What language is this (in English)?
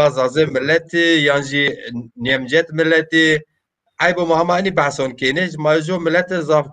Zaza